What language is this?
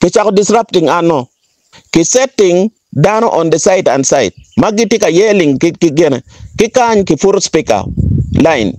Acoli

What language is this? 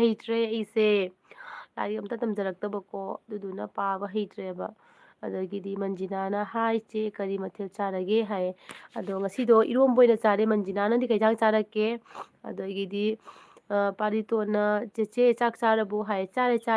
Manipuri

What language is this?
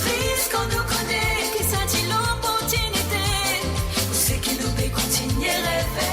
Morisyen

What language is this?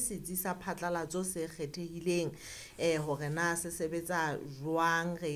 Southern Sotho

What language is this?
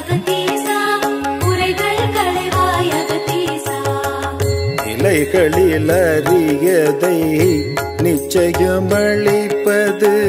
Tamil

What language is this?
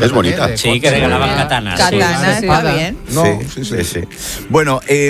Spanish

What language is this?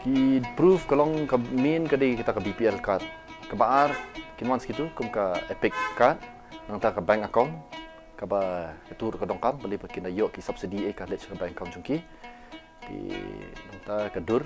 Khasi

